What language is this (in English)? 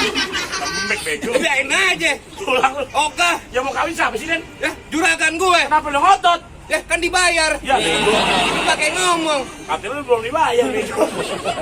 Betawi